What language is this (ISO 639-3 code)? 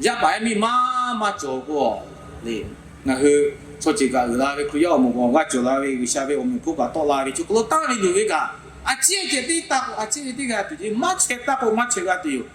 lhu